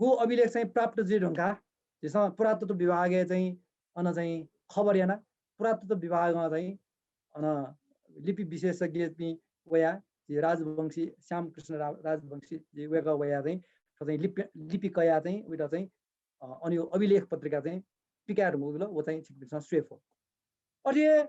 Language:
Newari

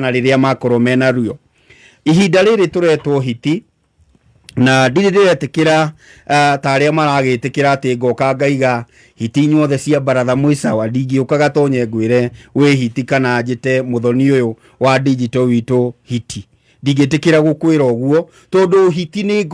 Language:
Kikuyu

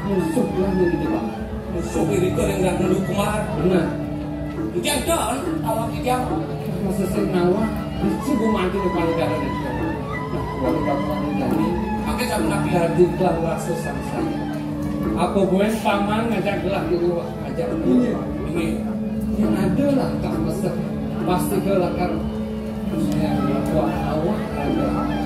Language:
Balinese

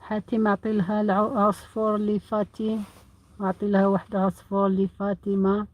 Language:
Algerian Arabic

